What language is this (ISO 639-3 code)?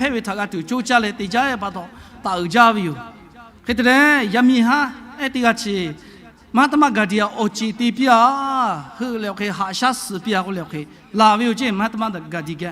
lhu